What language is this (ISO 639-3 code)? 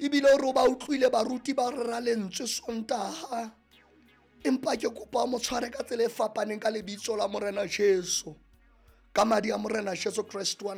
sot